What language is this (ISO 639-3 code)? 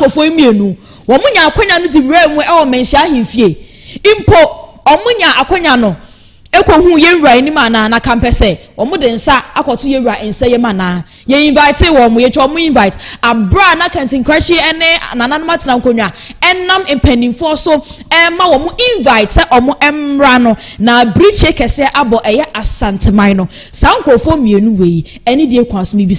aka